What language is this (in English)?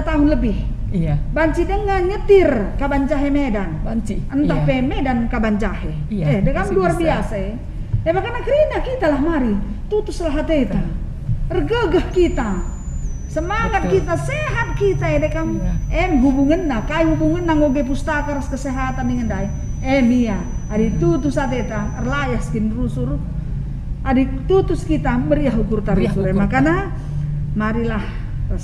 Batak Karo